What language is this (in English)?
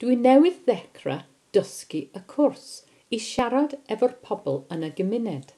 Welsh